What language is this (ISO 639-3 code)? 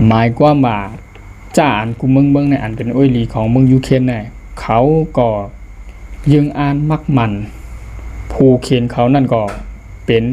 shn